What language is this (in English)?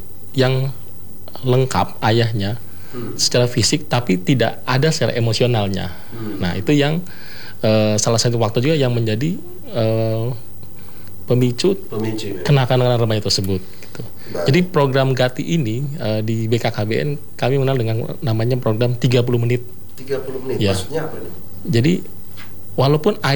Indonesian